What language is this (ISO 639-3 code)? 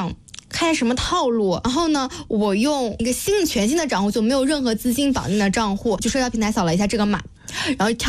zho